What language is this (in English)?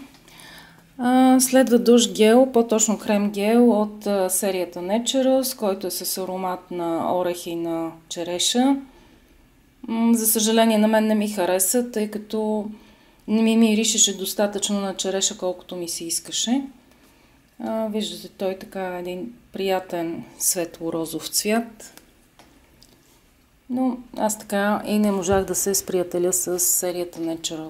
Bulgarian